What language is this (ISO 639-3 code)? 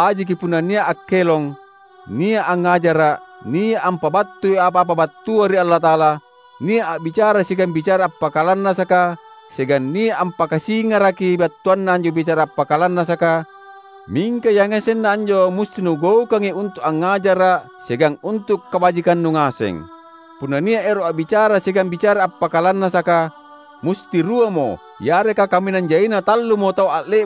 mak